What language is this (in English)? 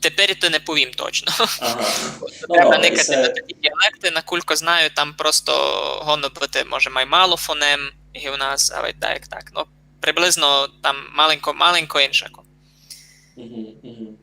Rusyn